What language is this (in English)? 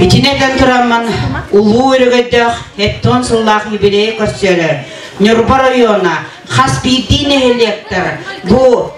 Yakut